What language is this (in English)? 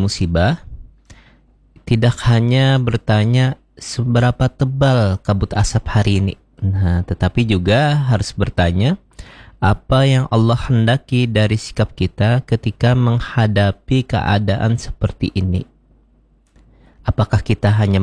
Indonesian